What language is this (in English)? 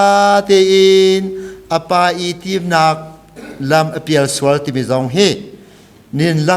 Hakha Chin